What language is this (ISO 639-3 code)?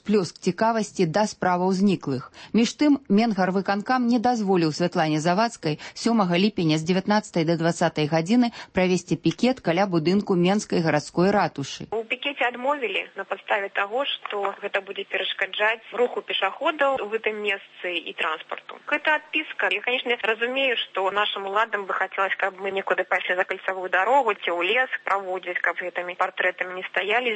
bel